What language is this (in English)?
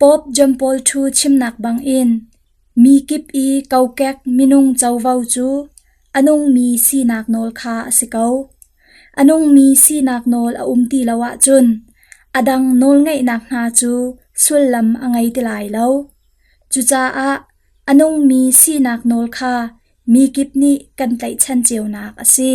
Hakha Chin